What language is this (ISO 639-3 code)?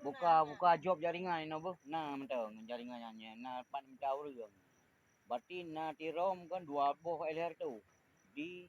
ace